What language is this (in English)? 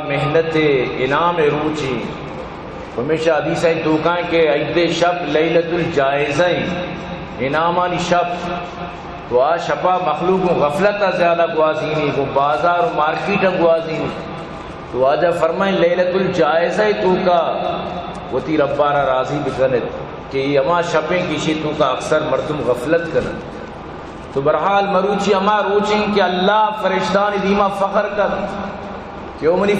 Baluchi